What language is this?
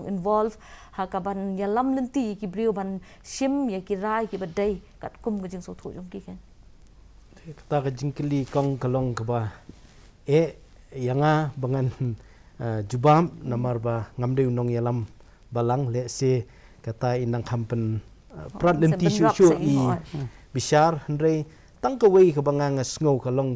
Khasi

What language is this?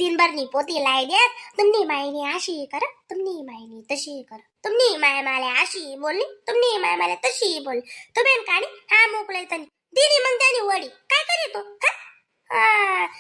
Khandesi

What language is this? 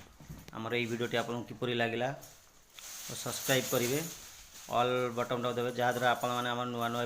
Odia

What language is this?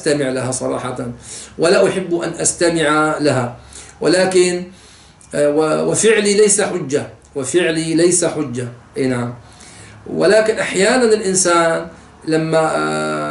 Arabic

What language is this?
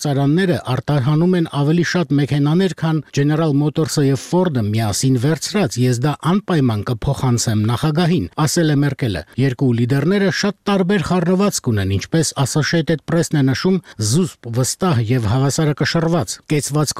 Armenian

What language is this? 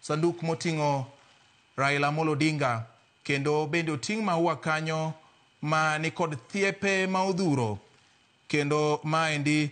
Luo (Kenya and Tanzania)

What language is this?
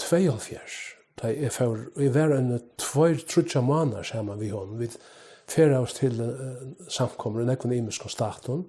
Faroese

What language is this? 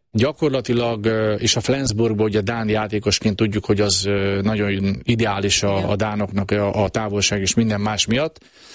Hungarian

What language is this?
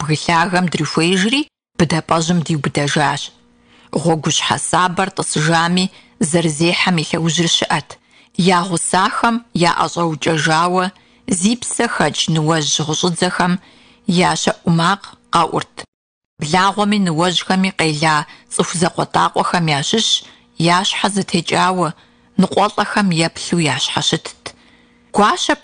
Kabardian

